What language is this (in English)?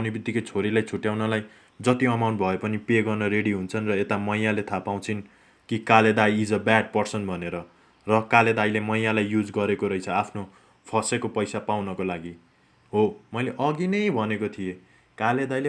Nepali